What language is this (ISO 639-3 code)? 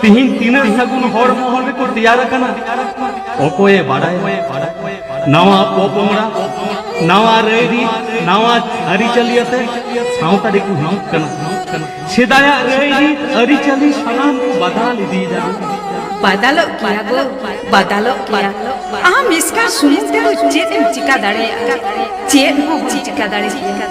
sat